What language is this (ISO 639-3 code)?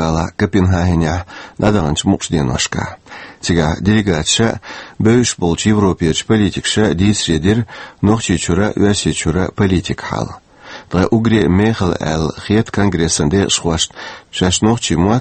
che